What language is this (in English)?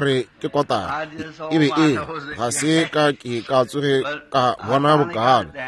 Northern Sotho